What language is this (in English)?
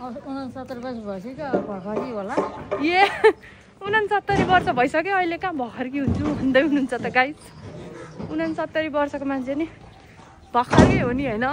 Nepali